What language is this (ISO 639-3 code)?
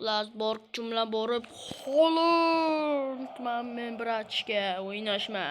uzb